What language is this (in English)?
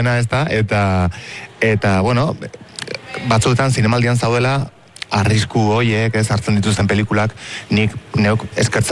Basque